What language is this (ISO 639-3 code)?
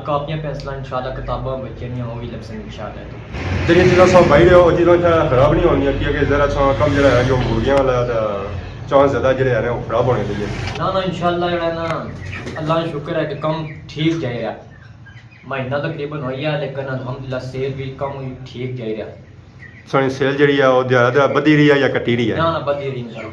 phr